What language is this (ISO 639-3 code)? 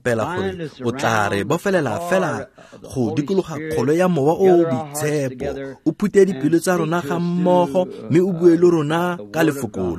tsn